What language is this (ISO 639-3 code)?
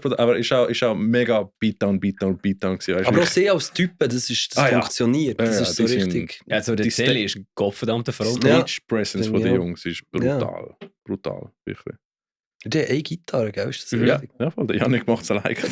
gsw